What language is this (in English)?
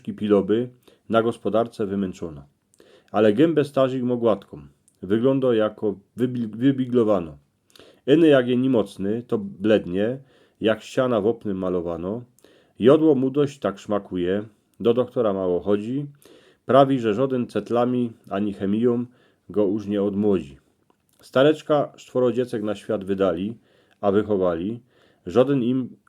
Silesian